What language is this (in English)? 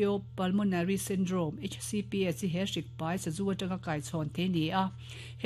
Mizo